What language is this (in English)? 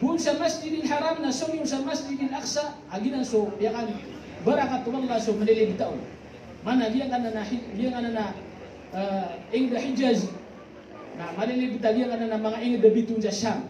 Maranao